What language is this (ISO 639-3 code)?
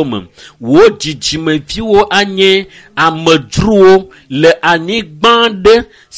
ewe